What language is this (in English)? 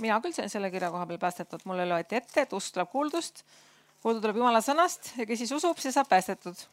Estonian